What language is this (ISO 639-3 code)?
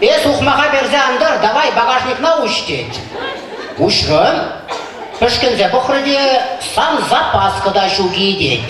chv